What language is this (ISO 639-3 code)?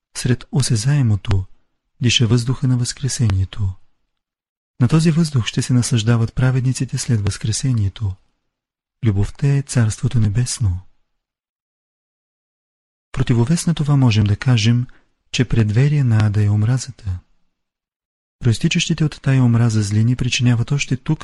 bul